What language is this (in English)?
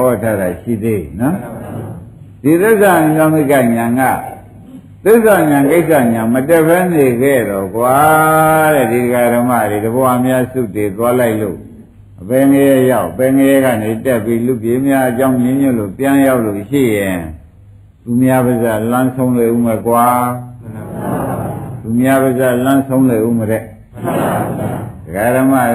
Burmese